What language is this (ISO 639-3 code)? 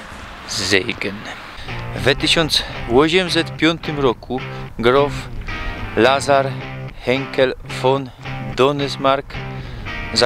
szl